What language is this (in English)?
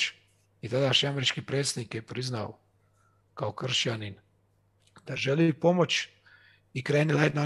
Croatian